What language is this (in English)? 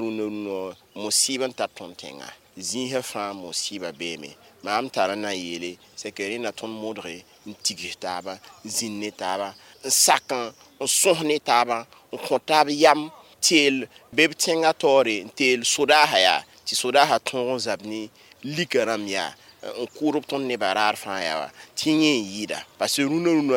Mossi